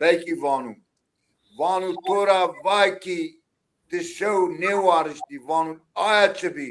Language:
Zaza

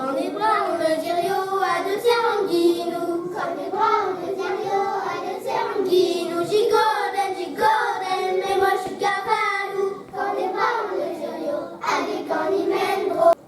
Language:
Breton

